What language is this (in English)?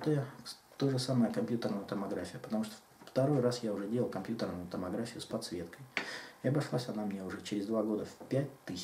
Russian